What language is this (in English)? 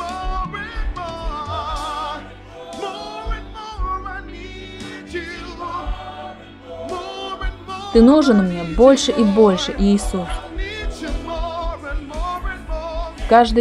Russian